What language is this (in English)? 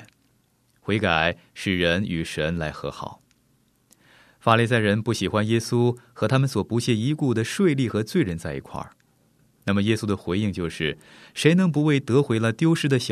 Chinese